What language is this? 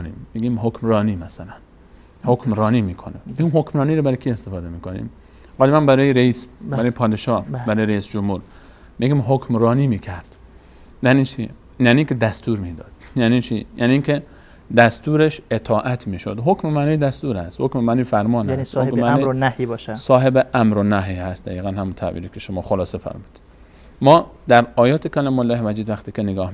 Persian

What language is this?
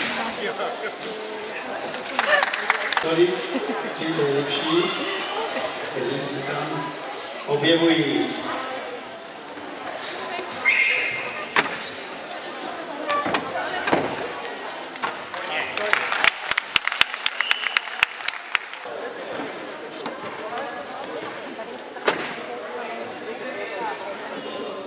Czech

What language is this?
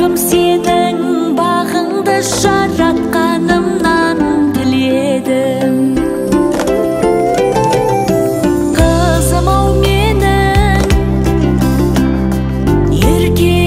Kazakh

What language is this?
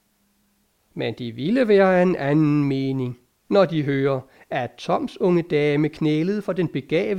Danish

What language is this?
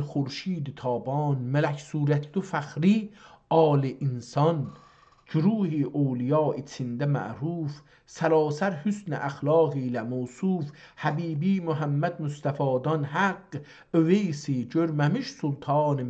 South Azerbaijani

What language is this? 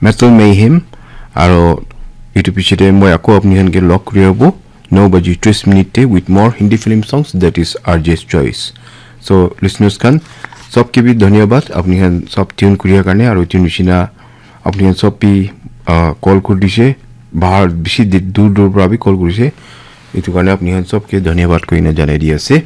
Naga Pidgin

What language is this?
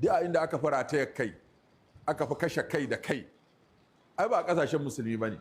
Hausa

